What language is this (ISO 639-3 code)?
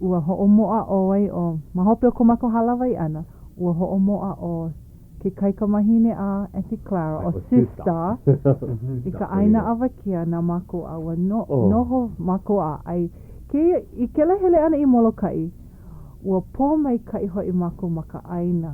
haw